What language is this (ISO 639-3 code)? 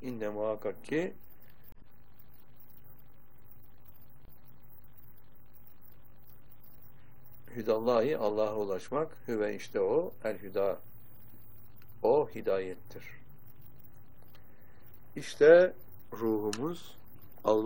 tur